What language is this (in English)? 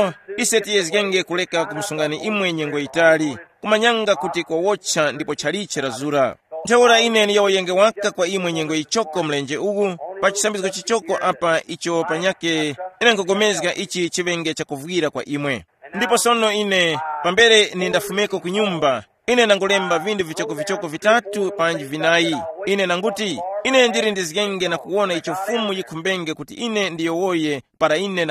Tumbuka